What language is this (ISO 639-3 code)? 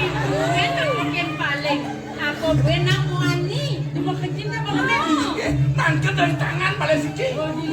ban